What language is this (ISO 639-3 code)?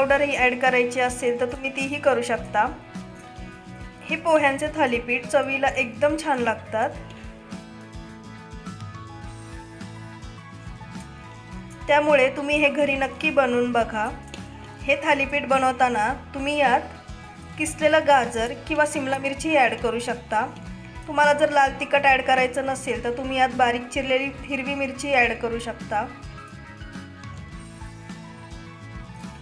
mar